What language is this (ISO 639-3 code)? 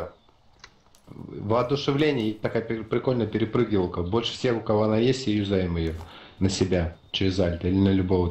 rus